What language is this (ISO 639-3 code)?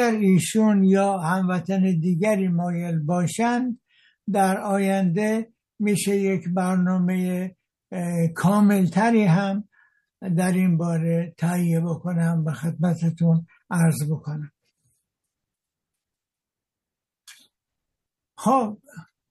fas